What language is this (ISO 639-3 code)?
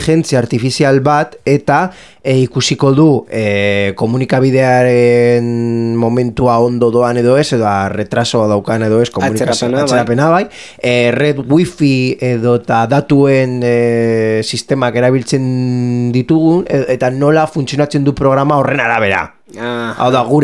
eus